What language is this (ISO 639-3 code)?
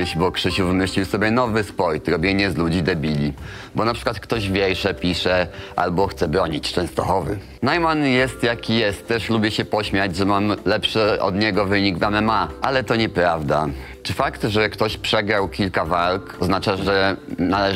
pol